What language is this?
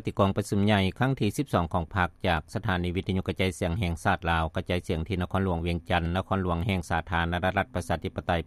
Lao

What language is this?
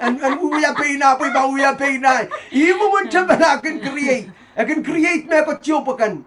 Pohnpeian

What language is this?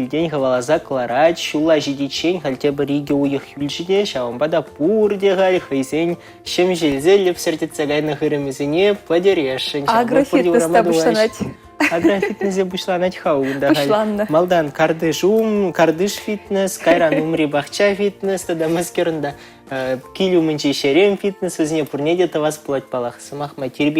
Chuvash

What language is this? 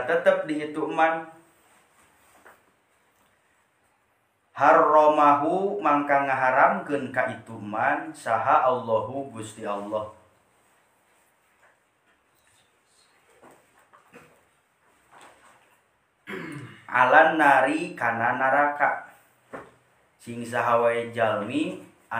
Sundanese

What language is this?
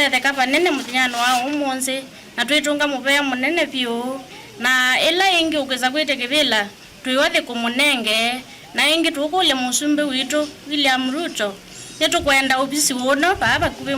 Kamba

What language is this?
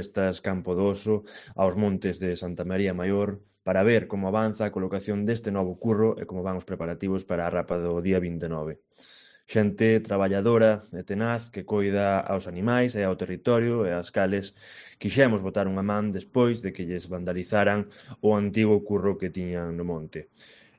Galician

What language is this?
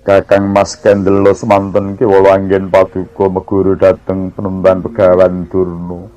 Javanese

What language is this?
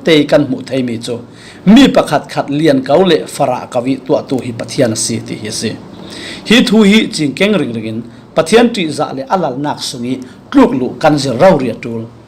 Falam Chin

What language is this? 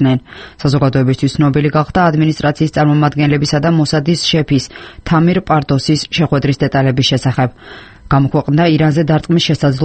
Georgian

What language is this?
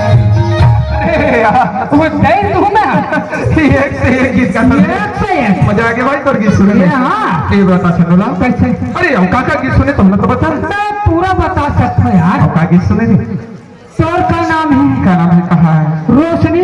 Chhattisgarhi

